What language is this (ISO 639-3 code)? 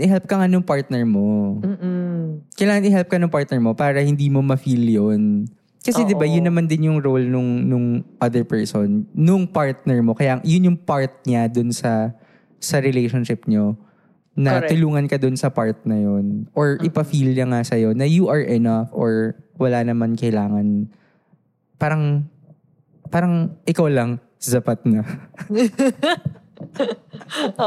fil